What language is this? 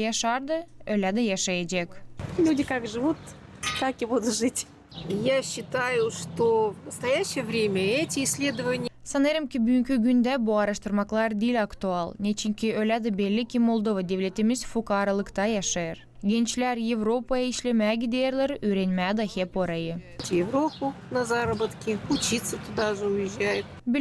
Gagauz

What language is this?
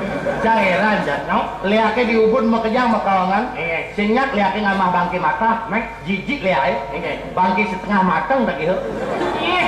Balinese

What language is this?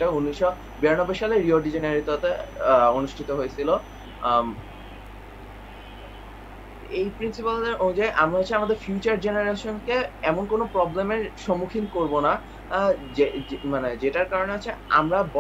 Bangla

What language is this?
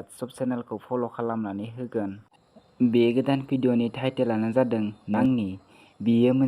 Bodo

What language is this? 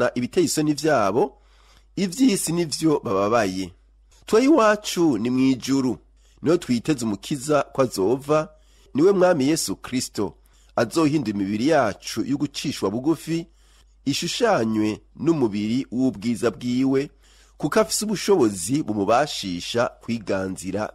Rundi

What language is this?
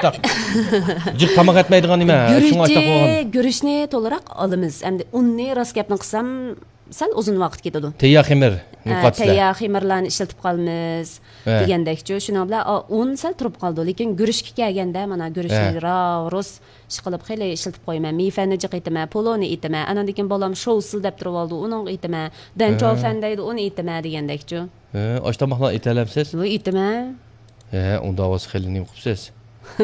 Uyghur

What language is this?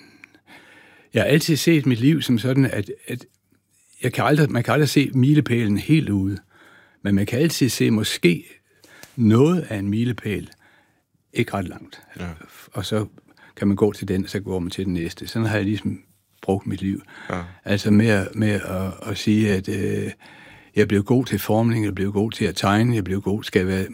Danish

